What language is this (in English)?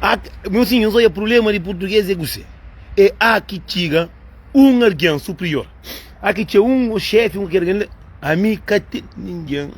Kabuverdianu